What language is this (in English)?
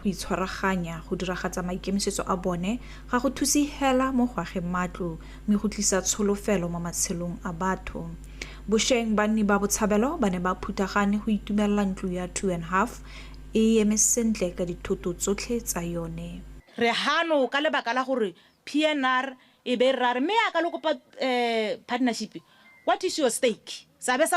Tswana